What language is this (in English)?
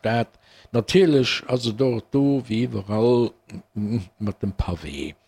Luxembourgish